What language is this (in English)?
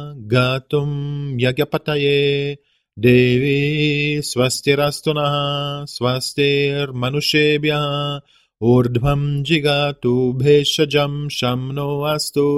Sanskrit